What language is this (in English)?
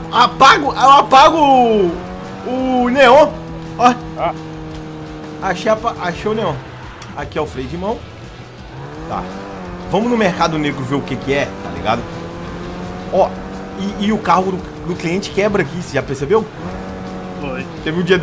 Portuguese